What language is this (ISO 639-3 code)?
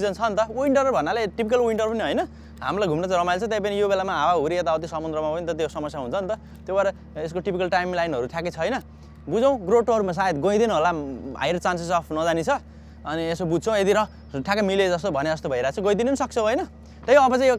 nep